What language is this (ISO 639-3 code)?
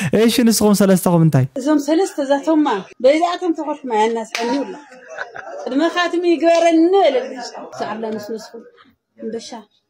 tir